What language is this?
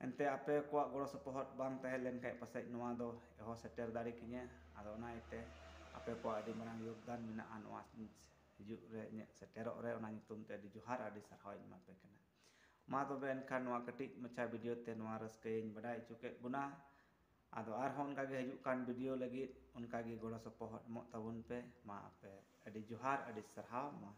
Santali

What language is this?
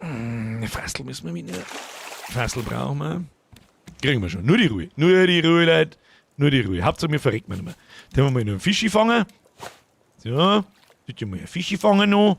Bavarian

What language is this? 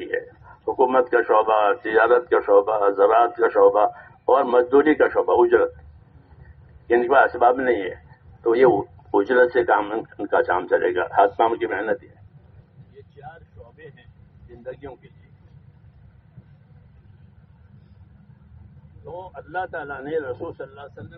Urdu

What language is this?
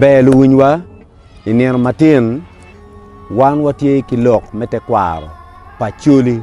Acoli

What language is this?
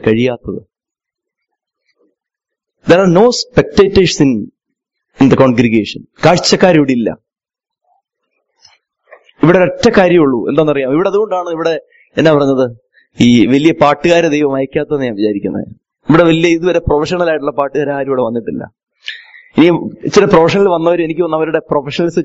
Malayalam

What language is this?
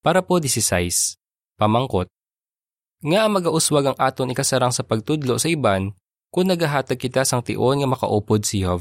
Hiligaynon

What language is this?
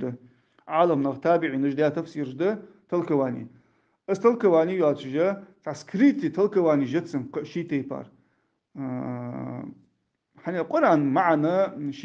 Ingush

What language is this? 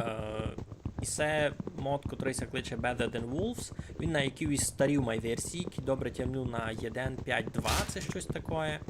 Rusyn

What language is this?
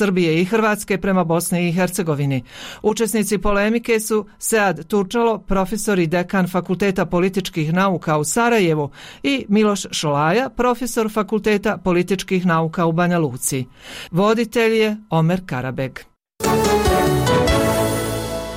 Bosnian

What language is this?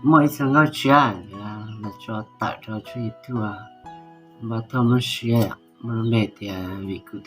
Hmong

